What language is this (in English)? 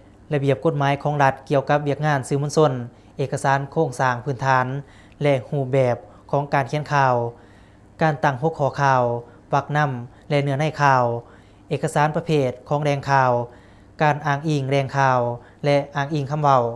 Lao